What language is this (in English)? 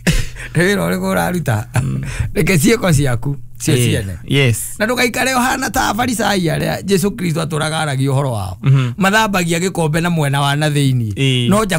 Kikuyu